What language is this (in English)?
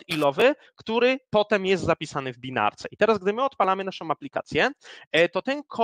Polish